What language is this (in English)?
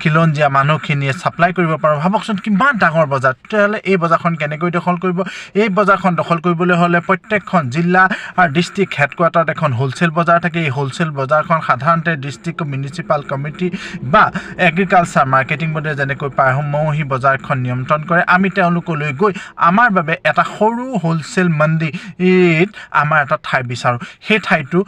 Assamese